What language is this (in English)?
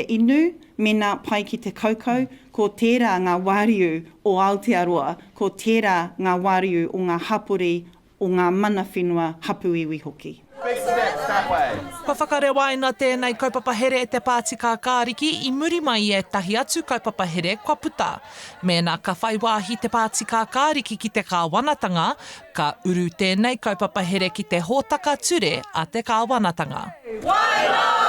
Māori